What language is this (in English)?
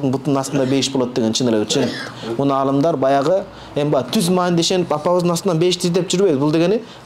Kyrgyz